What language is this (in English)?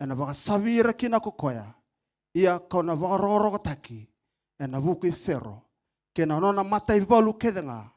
Fijian